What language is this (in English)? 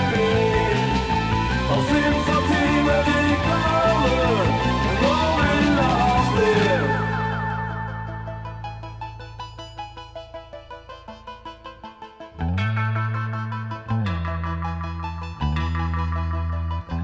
Norwegian